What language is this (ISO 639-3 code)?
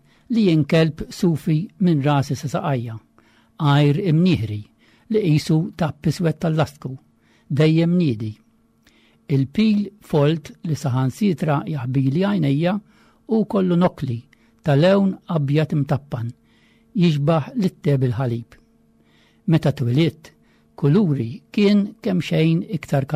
mlt